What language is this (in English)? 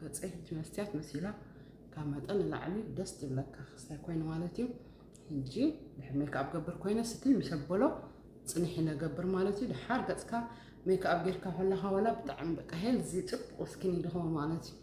Tigrinya